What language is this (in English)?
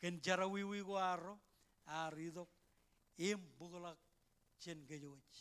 Marshallese